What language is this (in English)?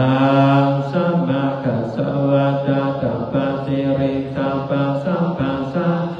Pali